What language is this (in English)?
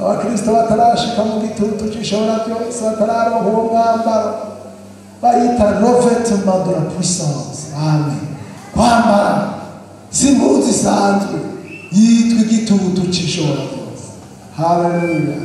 Rundi